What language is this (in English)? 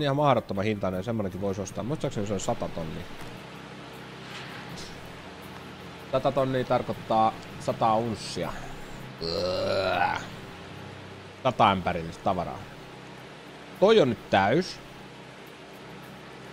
Finnish